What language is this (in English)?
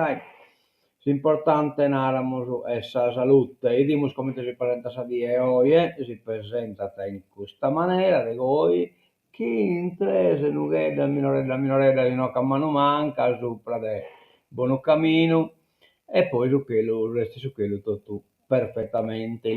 Sardinian